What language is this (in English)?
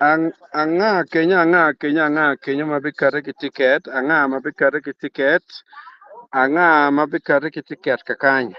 Acoli